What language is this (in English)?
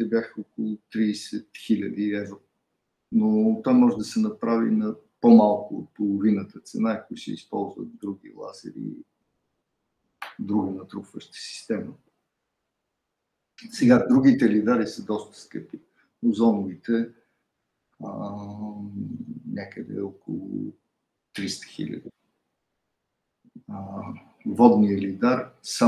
Bulgarian